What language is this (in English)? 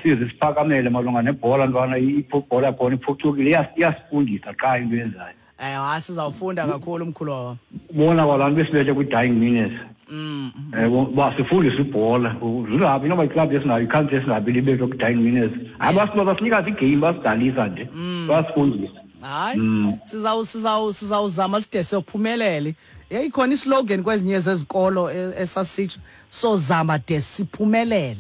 Xhosa